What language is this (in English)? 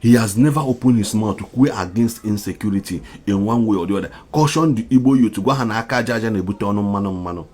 Igbo